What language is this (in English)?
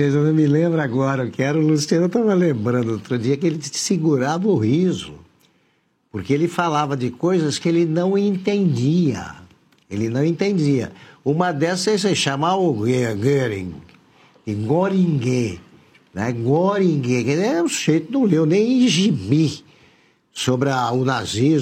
Portuguese